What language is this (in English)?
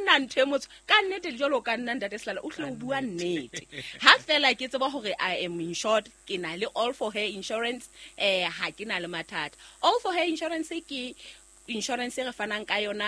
Southern Sotho